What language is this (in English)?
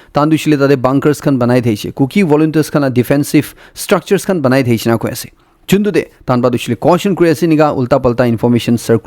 Naga Pidgin